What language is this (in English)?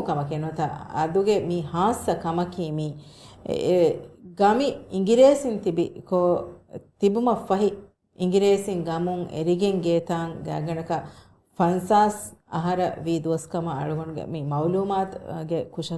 Divehi